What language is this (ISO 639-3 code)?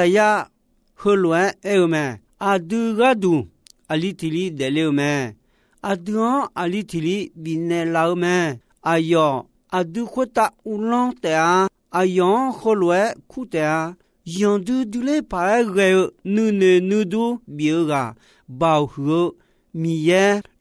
ahk